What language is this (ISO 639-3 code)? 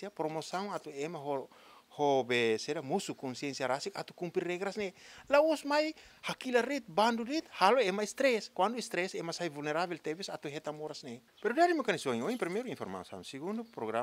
tet